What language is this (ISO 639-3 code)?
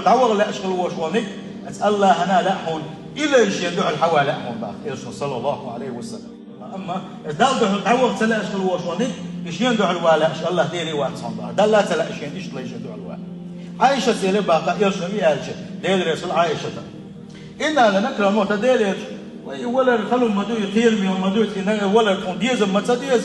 che